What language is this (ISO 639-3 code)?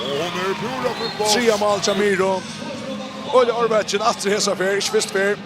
fao